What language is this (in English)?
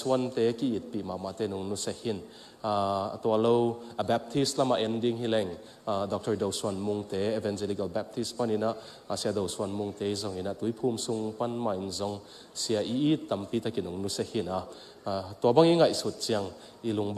Tedim Chin